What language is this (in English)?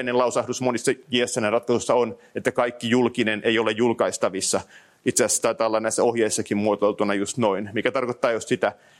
Finnish